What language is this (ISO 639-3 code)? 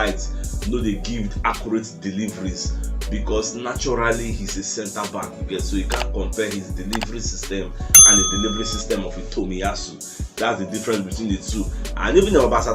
pcm